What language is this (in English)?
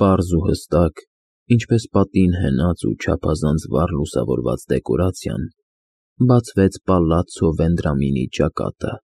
Armenian